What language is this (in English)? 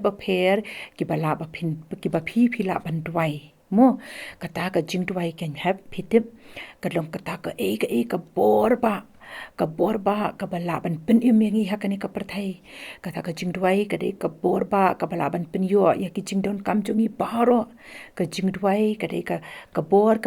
Khasi